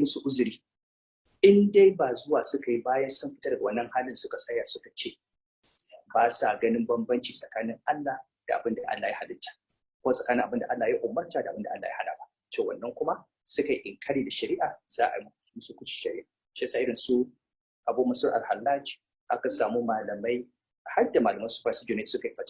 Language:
Hausa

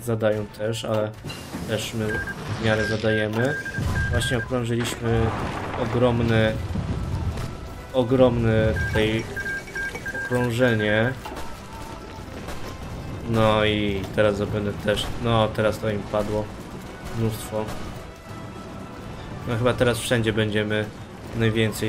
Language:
Polish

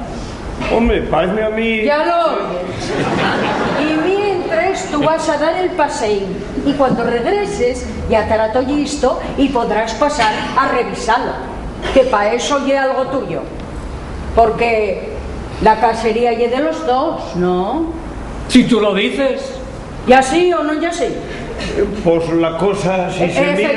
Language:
Asturian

